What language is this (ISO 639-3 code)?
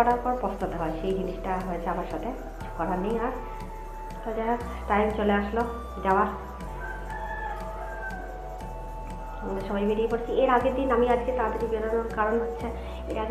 ben